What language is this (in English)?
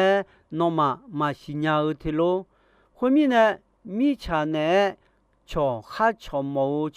Akha